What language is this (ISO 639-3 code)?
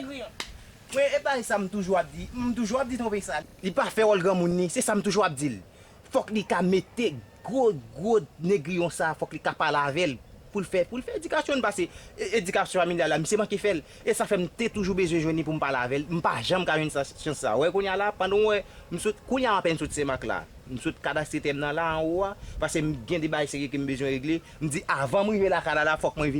hat